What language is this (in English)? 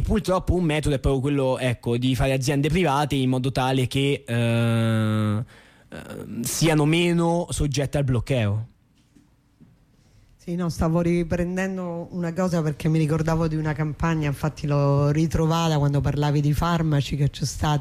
Italian